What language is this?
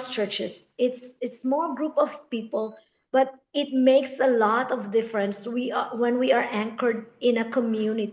Filipino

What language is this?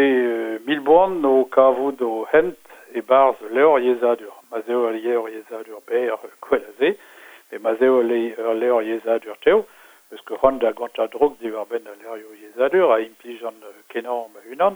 Breton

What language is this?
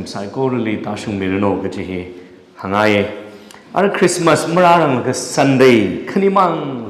Tangkhul Naga (India)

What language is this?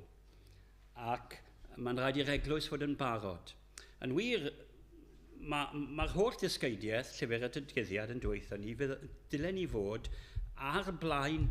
Welsh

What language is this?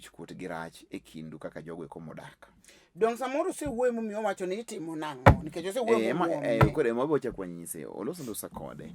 Luo (Kenya and Tanzania)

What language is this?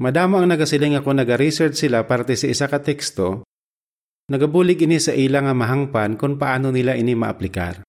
Hiligaynon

